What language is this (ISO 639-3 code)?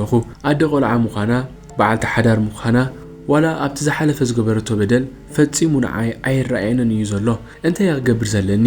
tir